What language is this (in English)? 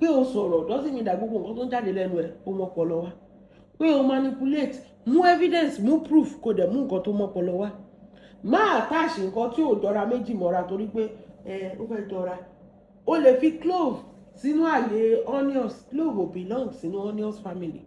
Yoruba